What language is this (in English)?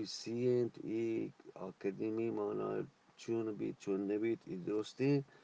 Eastern Balochi